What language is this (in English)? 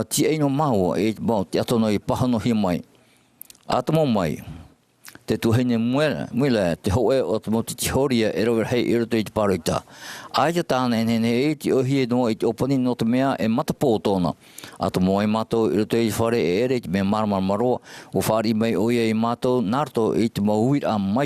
Tahitian